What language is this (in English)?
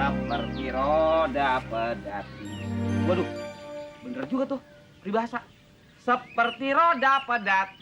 Betawi